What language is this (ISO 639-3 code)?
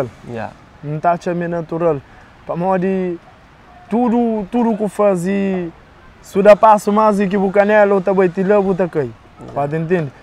kea